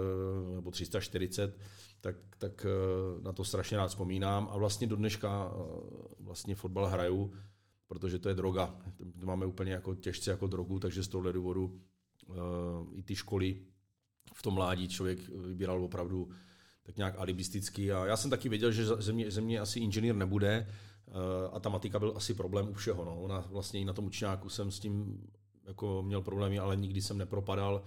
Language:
Czech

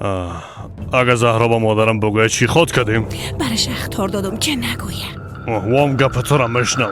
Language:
Persian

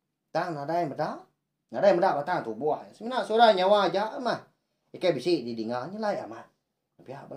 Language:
Iban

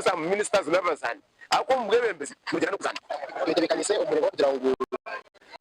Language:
Nyankole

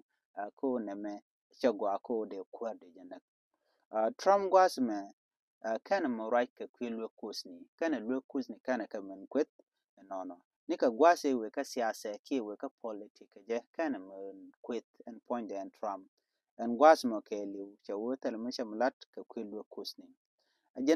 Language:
Nuer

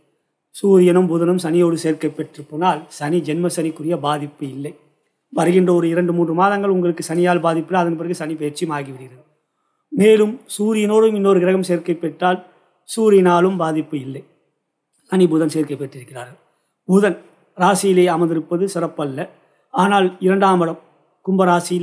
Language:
Tamil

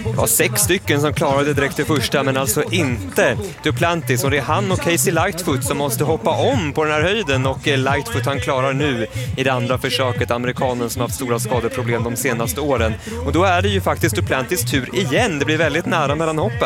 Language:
Swedish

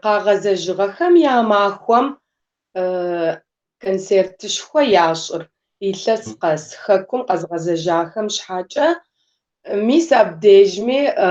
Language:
Kabardian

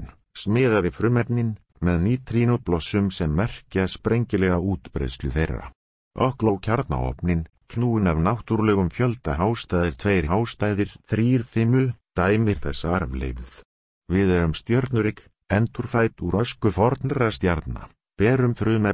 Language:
Icelandic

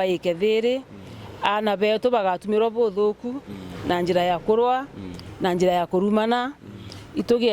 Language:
Meru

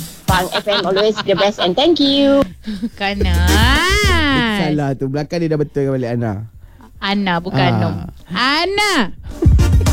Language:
Malay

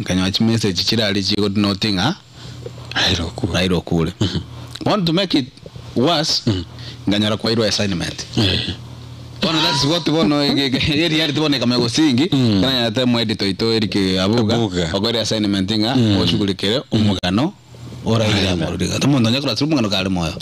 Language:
Gusii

